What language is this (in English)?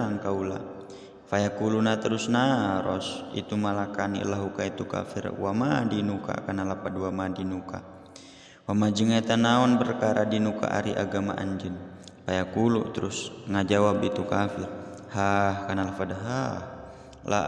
Sundanese